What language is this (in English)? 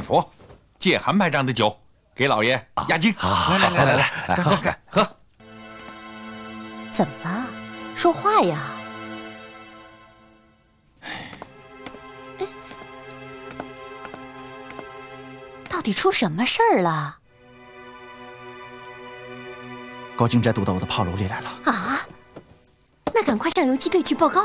Chinese